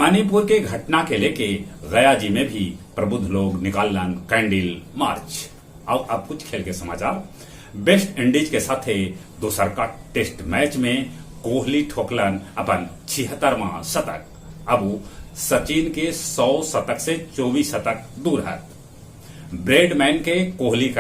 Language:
Magahi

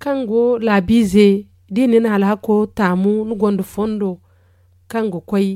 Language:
Zarma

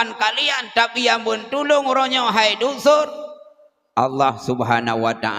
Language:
Achinese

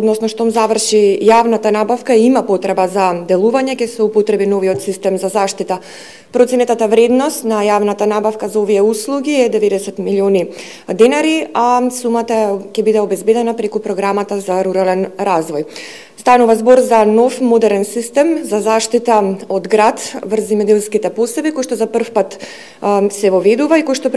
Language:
Macedonian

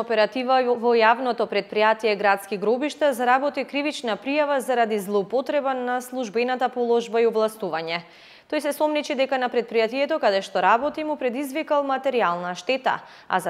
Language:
Macedonian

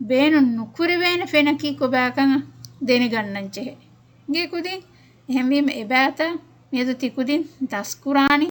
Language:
Divehi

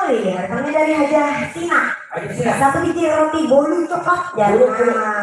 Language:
Banjar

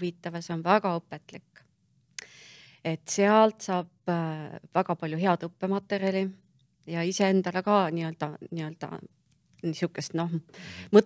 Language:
Estonian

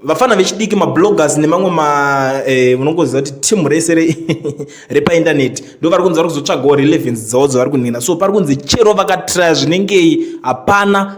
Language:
Shona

